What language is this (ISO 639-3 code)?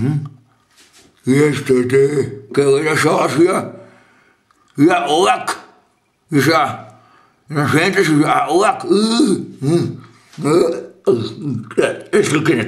bar